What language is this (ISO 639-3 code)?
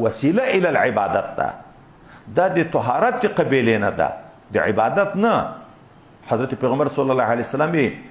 pus